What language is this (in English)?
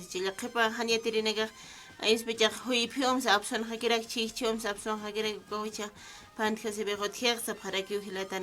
Aymara